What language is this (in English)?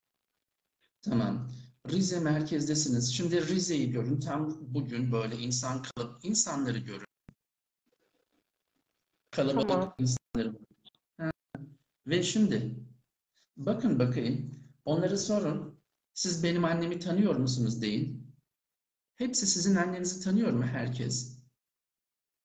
Turkish